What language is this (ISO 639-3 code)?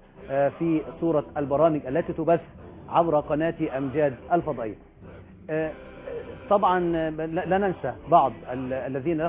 ara